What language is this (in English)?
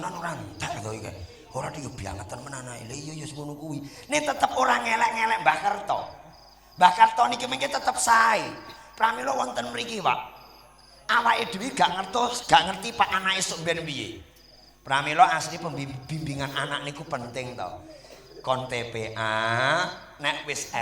Javanese